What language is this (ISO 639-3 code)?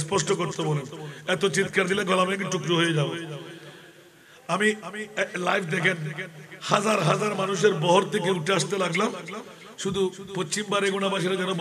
ben